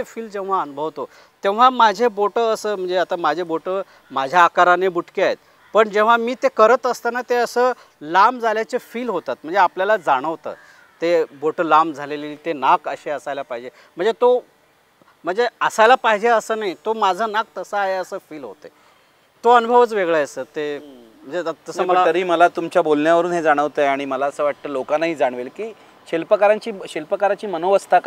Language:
Marathi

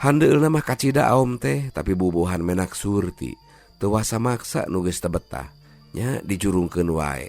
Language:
Sundanese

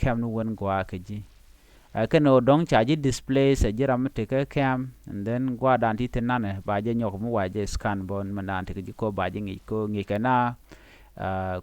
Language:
Nuer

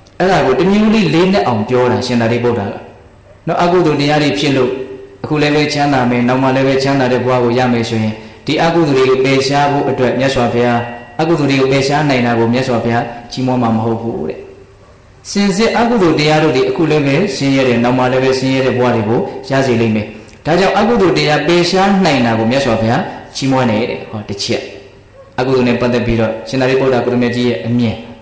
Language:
Burmese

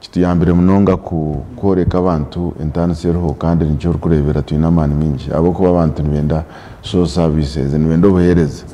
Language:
Nyankole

